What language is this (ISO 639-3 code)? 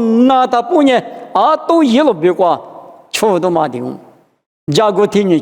lis